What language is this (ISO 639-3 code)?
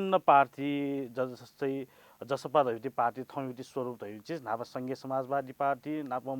new